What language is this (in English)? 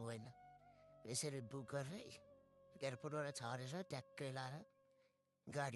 Nepali